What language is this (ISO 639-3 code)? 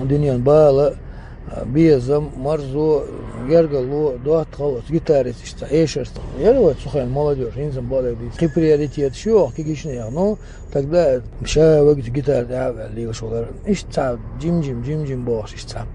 che